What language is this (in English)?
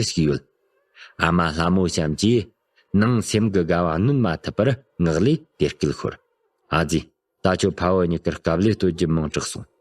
Tibetan